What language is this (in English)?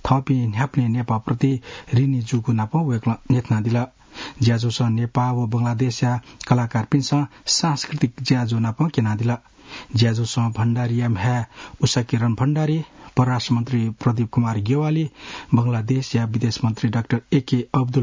Newari